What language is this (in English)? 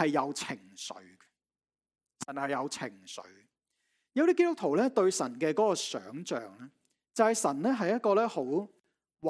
Cantonese